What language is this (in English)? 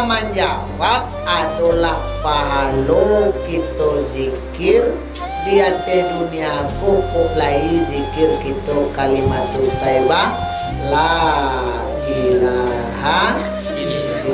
Minangkabau